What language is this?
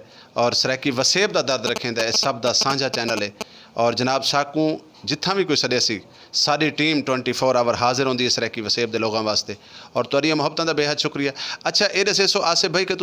Saraiki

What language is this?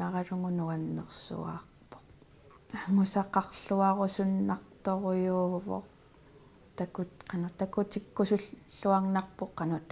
Kalaallisut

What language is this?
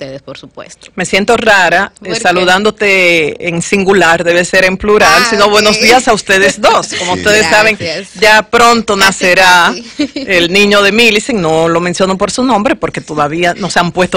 Spanish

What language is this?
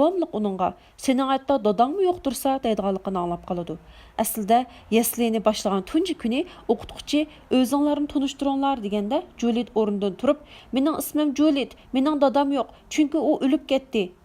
Uyghur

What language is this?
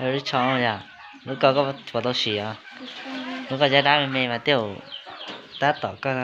Hmong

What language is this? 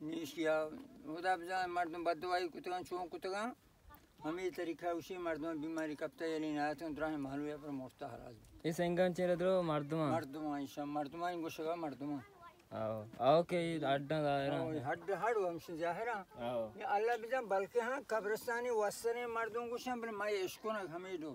Baluchi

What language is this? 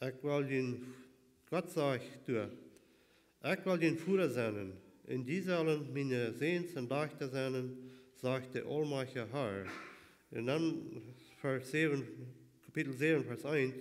Plautdietsch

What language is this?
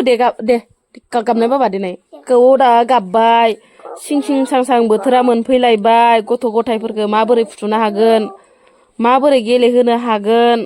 Bodo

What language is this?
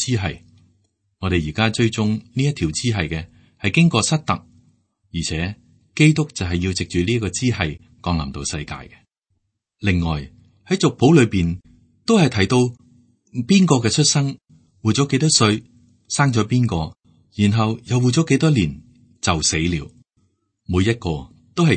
Cantonese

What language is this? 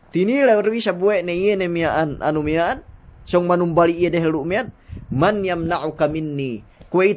Yakan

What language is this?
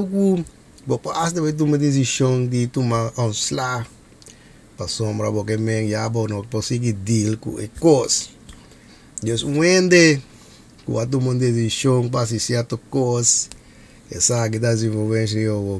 Papiamento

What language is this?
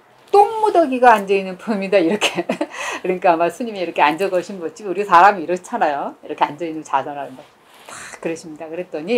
Korean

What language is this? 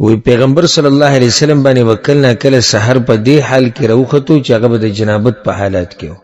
Pashto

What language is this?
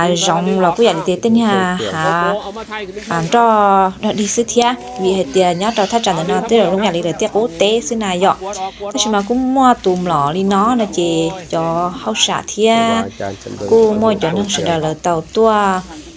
Hmong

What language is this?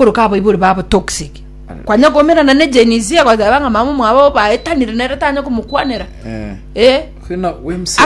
Gusii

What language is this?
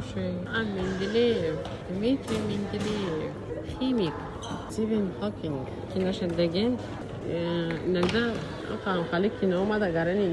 Tajik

